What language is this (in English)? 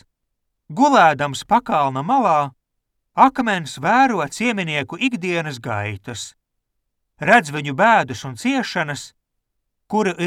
Latvian